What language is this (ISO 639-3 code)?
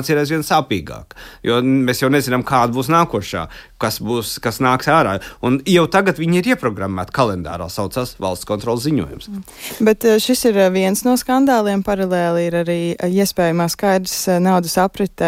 lav